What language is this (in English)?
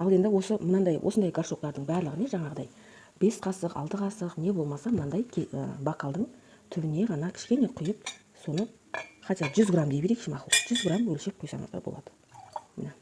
Kazakh